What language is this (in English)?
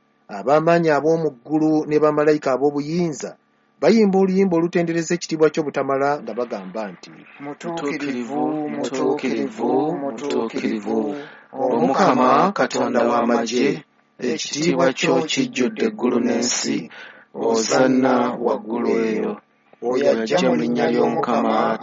Ganda